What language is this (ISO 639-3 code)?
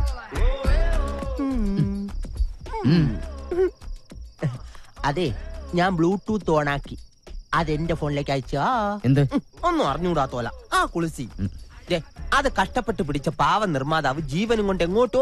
mal